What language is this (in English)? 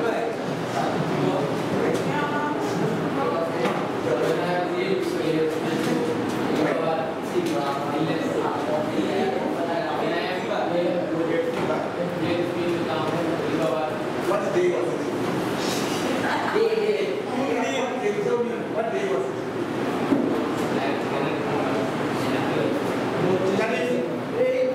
English